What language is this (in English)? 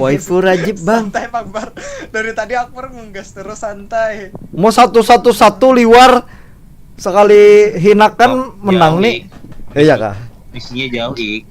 Banjar